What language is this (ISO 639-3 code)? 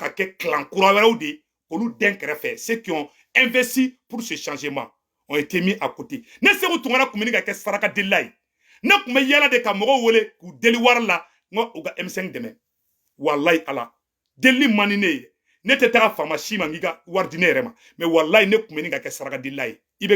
bam